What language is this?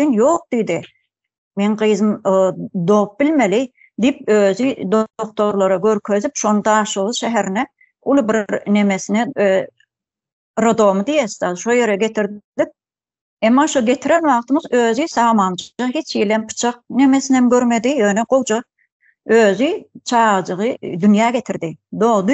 Turkmen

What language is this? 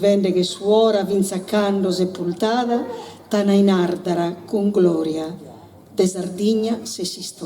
Sardinian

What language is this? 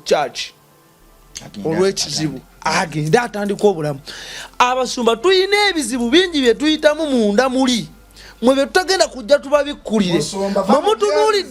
Ganda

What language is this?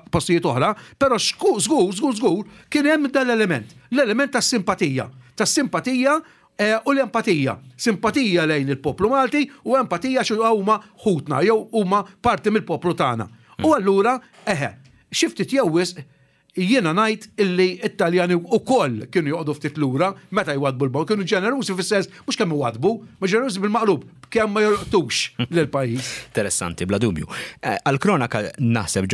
Maltese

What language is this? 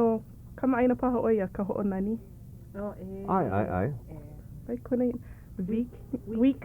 Hawaiian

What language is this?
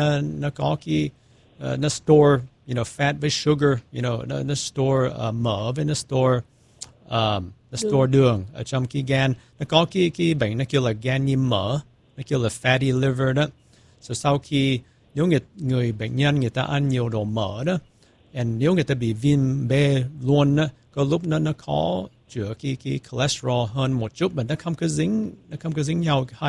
Vietnamese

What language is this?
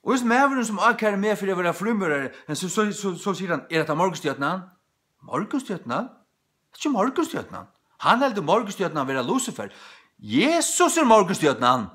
Faroese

